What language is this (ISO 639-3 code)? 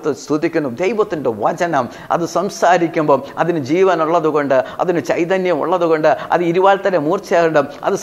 mal